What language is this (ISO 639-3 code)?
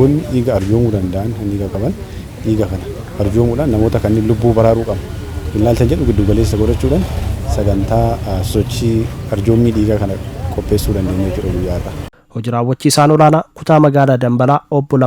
orm